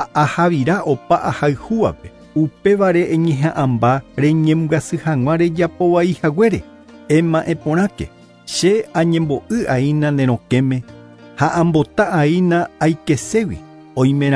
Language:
Guarani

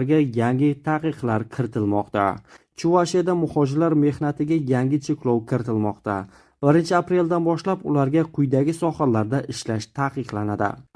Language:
Uzbek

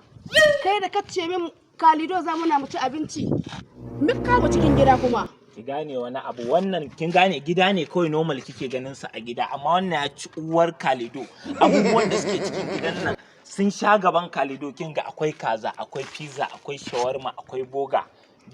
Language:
Hausa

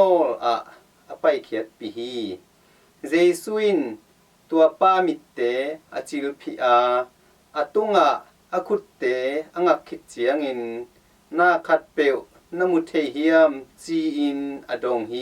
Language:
Tedim Chin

